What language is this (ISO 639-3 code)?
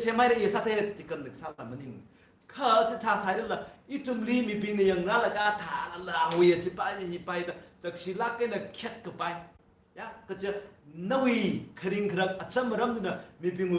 nmf